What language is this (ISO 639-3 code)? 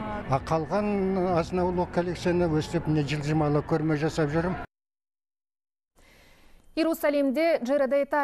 kaz